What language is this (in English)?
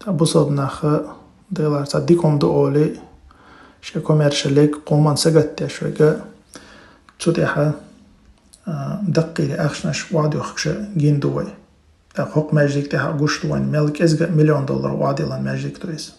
Chechen